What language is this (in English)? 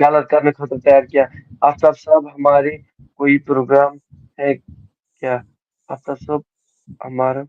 Kashmiri